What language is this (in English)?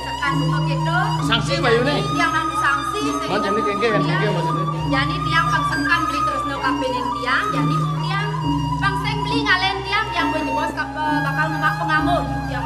Balinese